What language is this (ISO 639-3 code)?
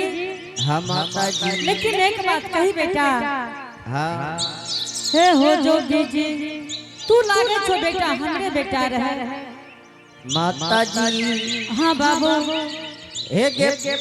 anp